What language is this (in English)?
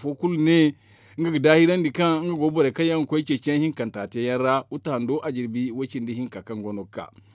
Zarma